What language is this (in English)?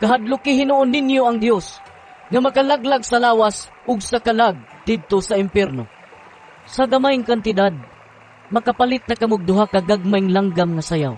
Cebuano